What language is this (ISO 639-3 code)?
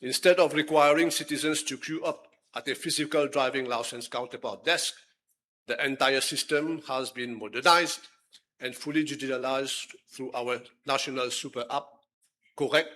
mfe